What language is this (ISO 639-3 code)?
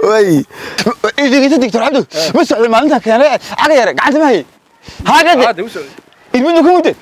som